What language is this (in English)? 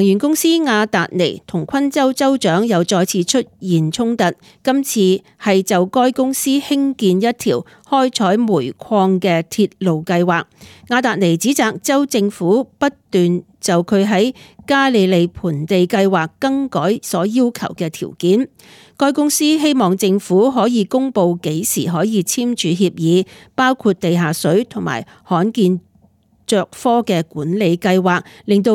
Cantonese